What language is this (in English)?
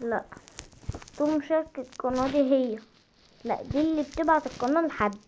Egyptian Arabic